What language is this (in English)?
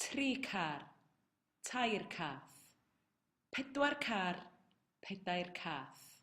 Welsh